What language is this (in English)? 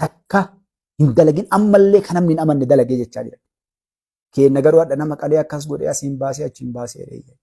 Oromo